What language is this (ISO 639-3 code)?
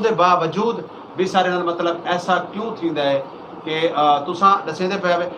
skr